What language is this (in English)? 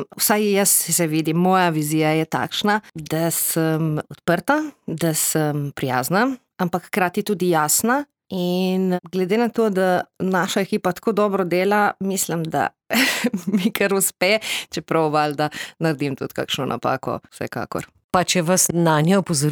Slovenian